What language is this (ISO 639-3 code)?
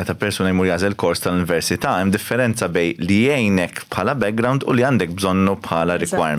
mlt